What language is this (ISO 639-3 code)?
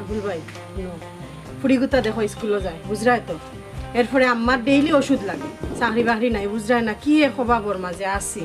syl